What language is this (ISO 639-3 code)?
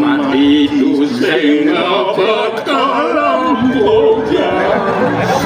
ban